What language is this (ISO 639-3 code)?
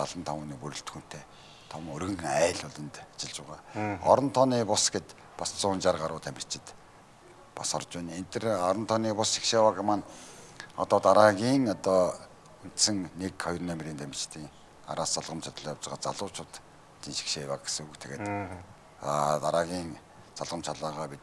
mon